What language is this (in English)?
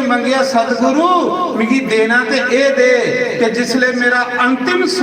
Dogri